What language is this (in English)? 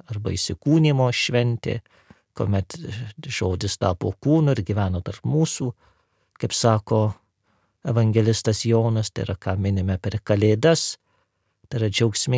Lithuanian